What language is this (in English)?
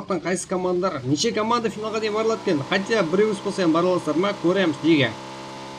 Kara-Kalpak